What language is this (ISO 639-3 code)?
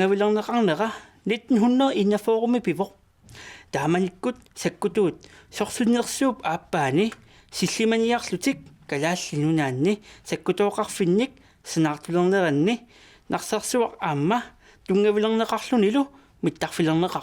kal